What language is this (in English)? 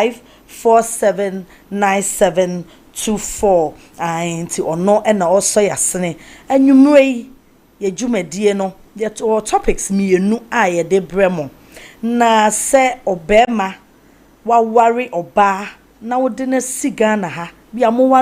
Akan